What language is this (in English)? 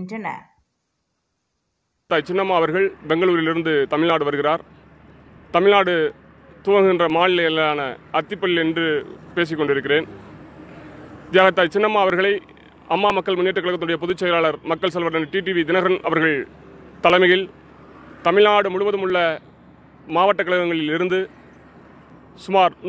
Tamil